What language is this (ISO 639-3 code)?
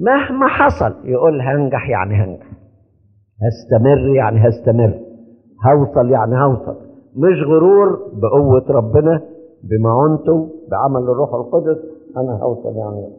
arz